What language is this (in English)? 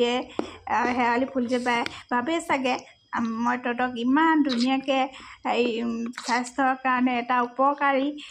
Assamese